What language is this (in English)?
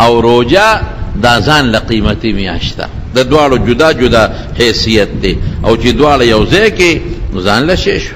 Pashto